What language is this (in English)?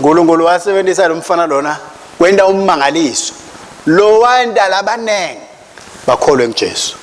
Swati